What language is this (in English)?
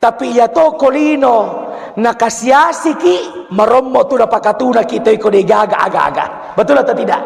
Buginese